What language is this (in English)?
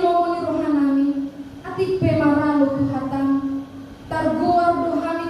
Batak Toba